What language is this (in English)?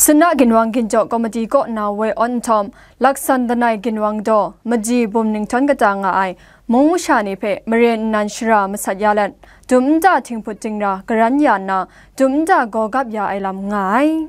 Kachin